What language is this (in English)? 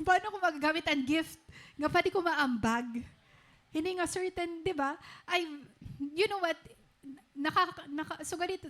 Waray